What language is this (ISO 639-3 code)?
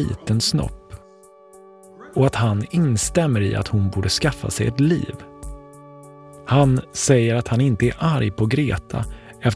swe